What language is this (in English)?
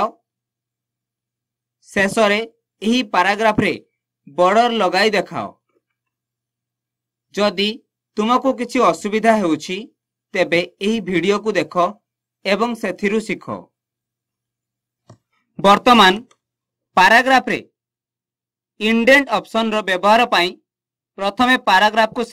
Odia